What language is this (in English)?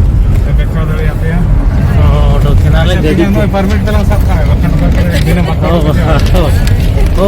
Santali